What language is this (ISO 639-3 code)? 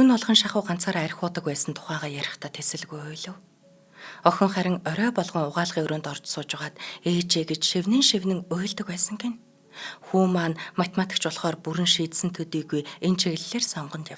mon